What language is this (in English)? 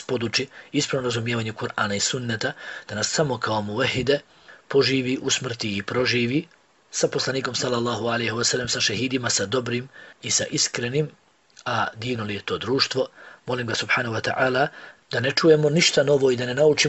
Bosnian